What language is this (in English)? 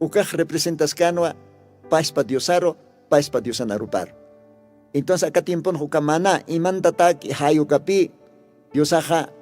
Aymara